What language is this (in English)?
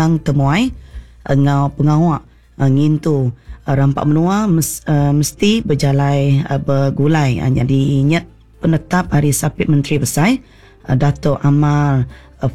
Iban